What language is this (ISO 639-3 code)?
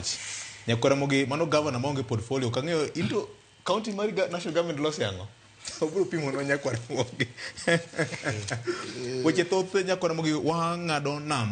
luo